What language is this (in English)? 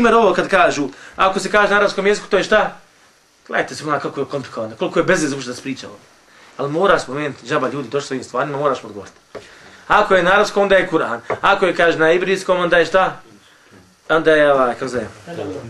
Bosnian